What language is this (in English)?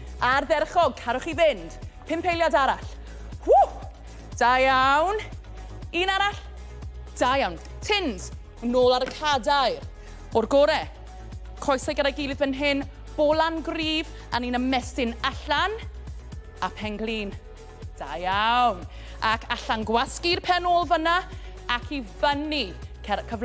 Welsh